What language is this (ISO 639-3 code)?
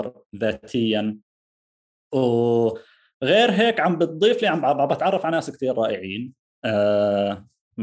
apc